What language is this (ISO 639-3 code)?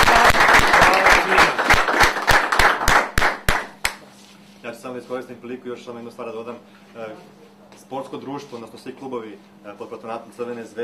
srp